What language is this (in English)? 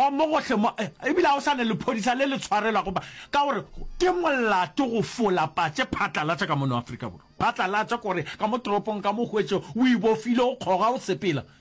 Northern Sotho